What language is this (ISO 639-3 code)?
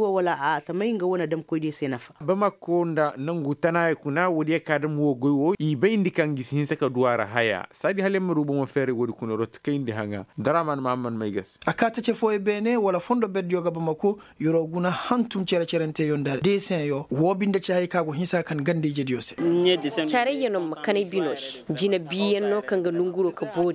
ses